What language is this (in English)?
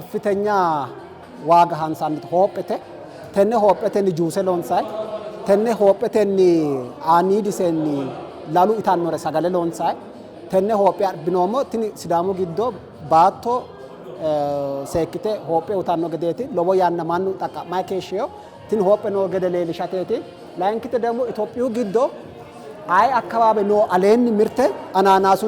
Sidamo